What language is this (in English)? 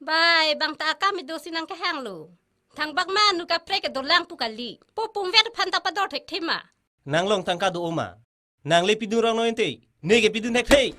Karbi